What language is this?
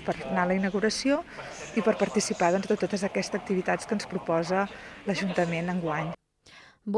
Catalan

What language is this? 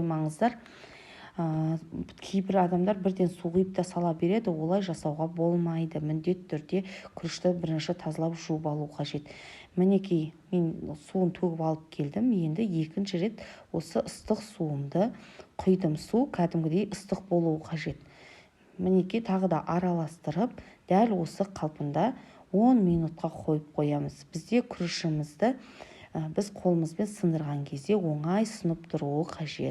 Kazakh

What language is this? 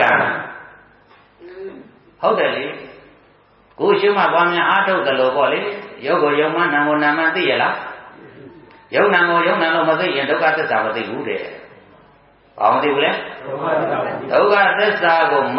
Burmese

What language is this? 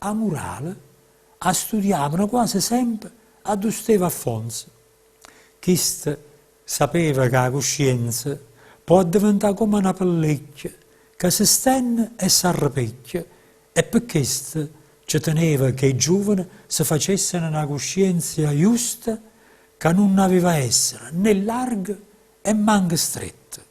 Neapolitan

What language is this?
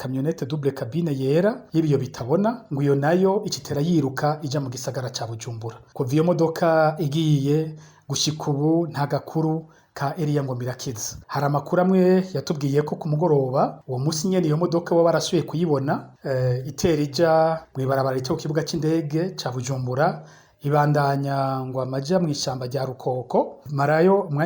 Rundi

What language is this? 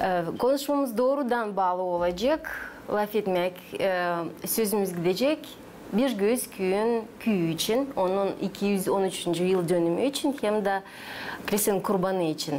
Gagauz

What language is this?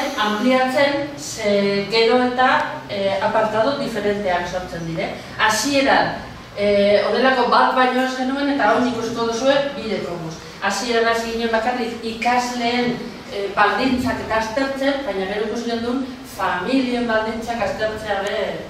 Basque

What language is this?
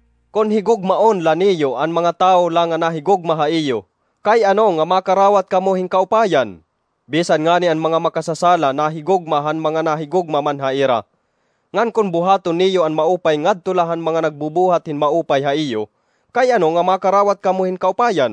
Waray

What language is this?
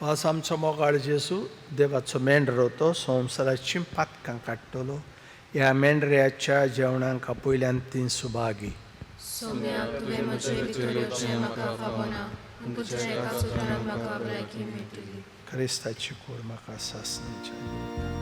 Konkani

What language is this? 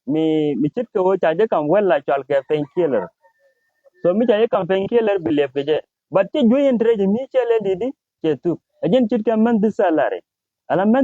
Nuer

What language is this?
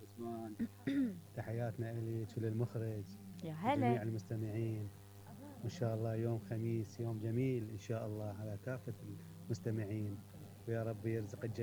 Mesopotamian Arabic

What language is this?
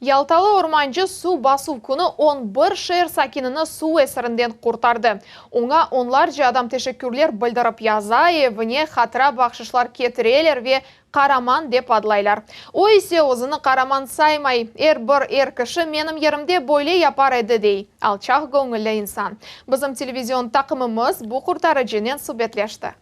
Crimean Tatar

